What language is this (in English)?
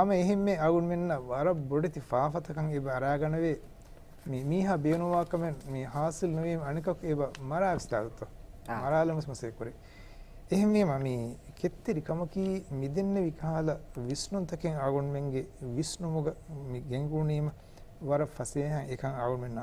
Divehi